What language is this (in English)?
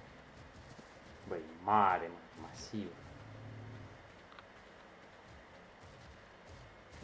Romanian